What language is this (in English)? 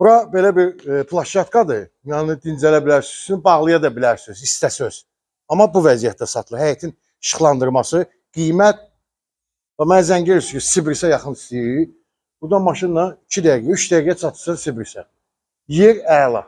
Azerbaijani